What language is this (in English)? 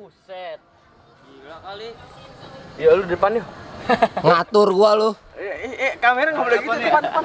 Betawi